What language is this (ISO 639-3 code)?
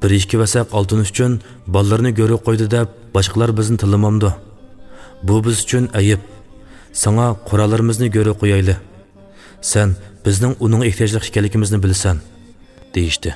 uig